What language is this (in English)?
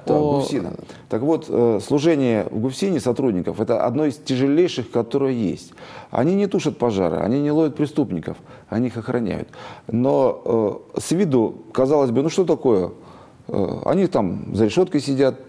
Russian